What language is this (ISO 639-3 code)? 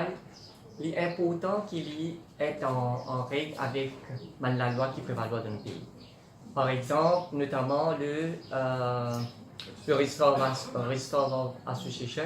mfe